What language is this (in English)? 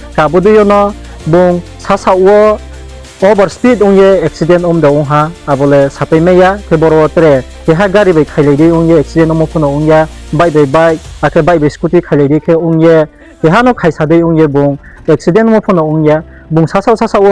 Riang (India)